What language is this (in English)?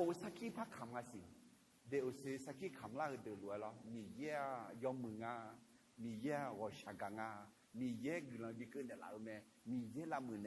Akha